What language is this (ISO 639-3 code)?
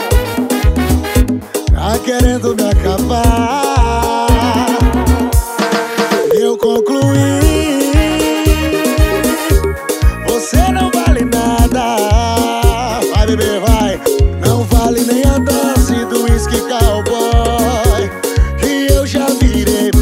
por